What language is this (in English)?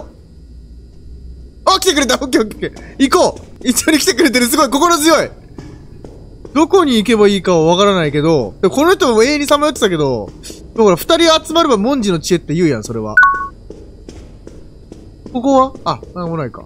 Japanese